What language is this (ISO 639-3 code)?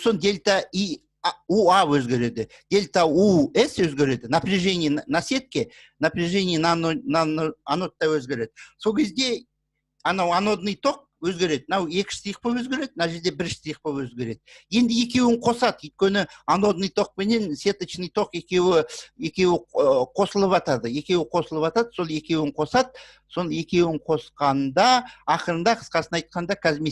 kaz